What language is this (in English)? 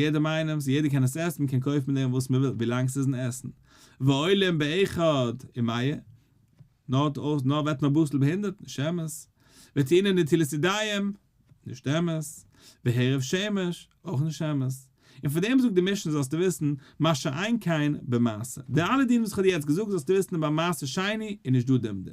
Yiddish